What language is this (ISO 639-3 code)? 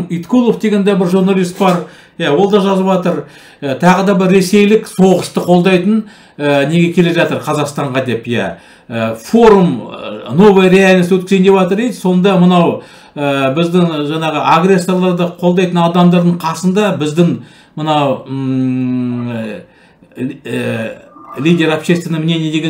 kaz